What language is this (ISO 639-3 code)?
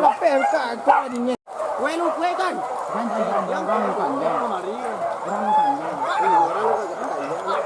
min